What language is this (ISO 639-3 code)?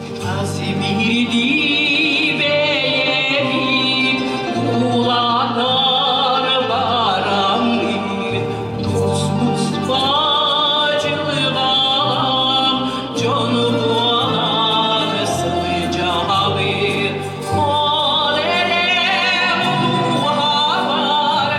sah